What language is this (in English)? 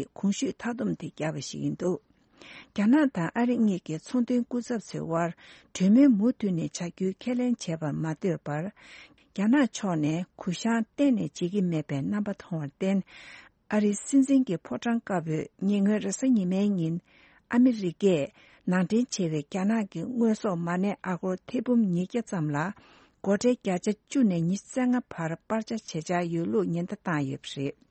Tibetan